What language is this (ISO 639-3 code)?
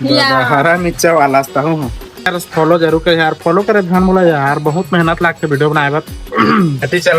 hne